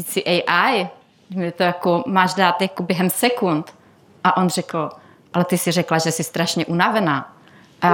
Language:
Czech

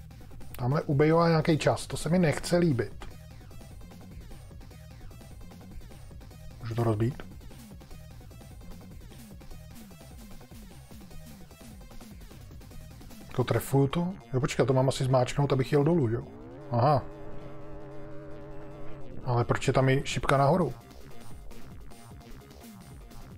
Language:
Czech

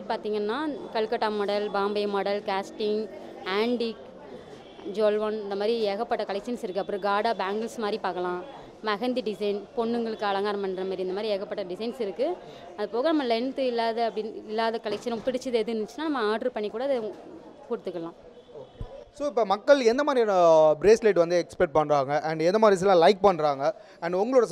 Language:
Tamil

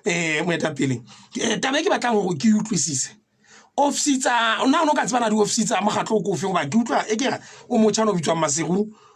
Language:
Southern Sotho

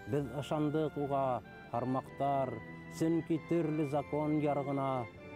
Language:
Bashkir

